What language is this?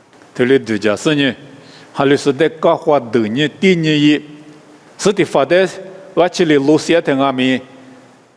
Lisu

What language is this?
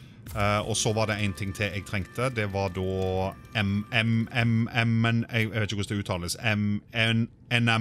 Norwegian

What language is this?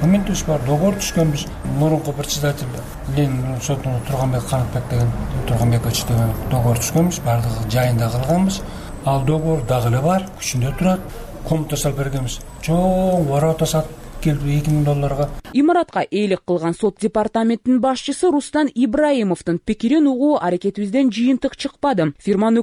Kyrgyz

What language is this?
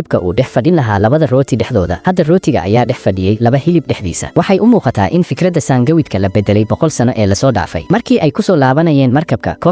Somali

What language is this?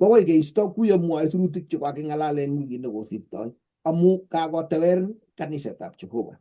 Kalenjin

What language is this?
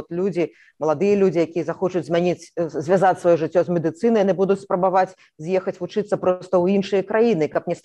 Belarusian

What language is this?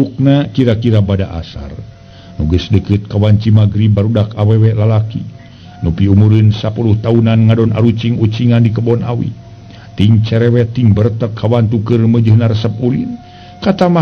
Sundanese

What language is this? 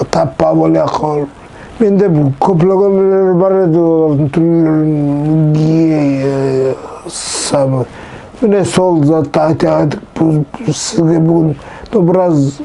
Nogai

